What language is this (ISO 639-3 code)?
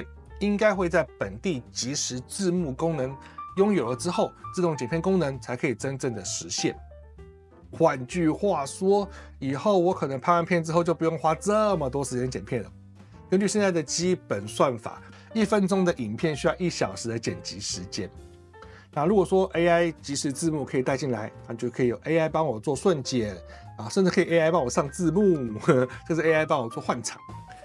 zho